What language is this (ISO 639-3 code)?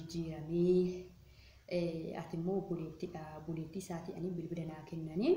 orm